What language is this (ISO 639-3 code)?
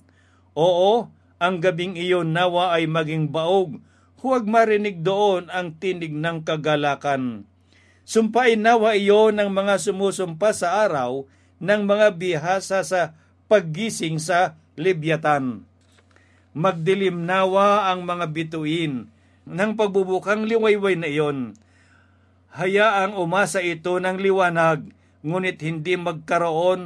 fil